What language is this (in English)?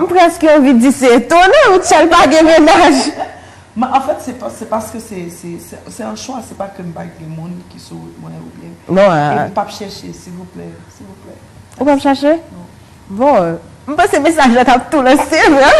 Haitian Creole